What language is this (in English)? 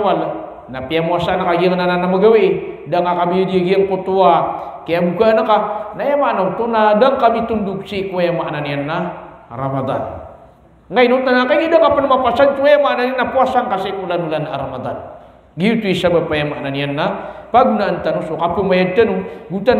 Maranao